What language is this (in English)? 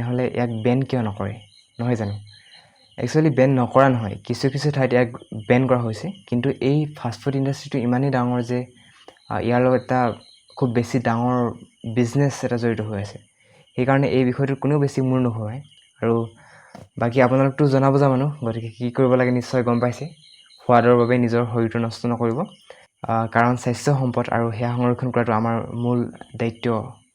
Assamese